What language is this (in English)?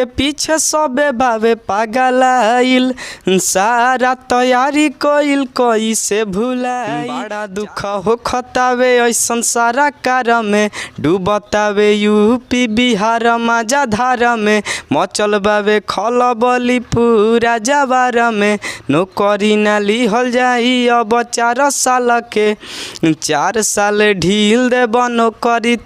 Bhojpuri